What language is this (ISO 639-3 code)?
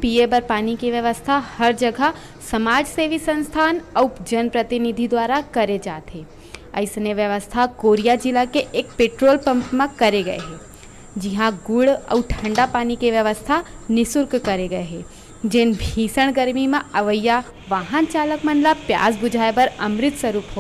hne